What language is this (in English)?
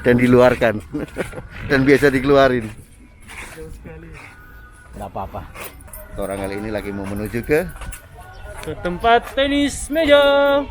Manado Malay